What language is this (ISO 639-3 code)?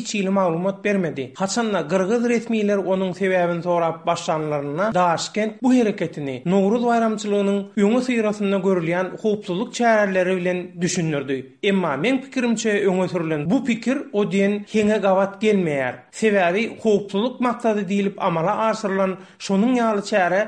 tuk